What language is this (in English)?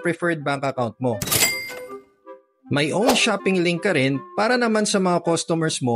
Filipino